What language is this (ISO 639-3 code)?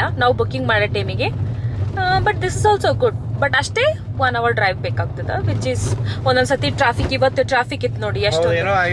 kan